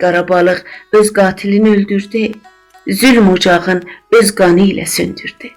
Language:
South Azerbaijani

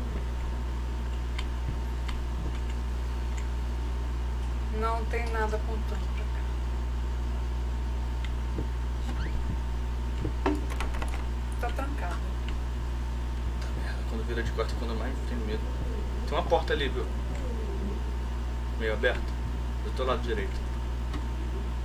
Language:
Portuguese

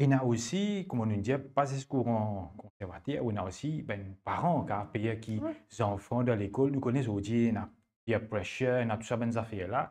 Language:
Morisyen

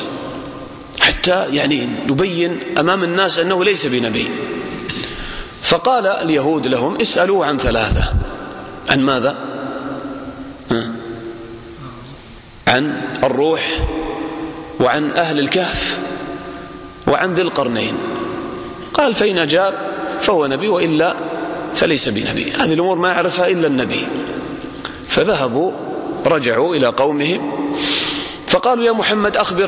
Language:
Arabic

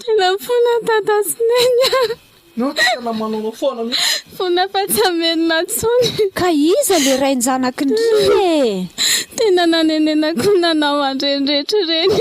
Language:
Malagasy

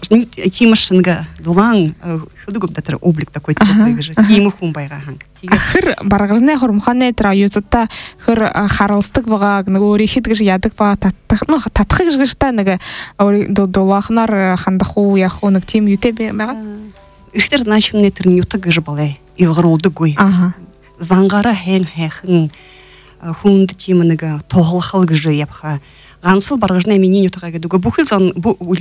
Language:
Buriat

